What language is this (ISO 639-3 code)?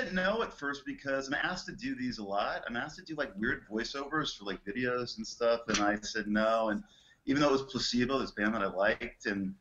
eng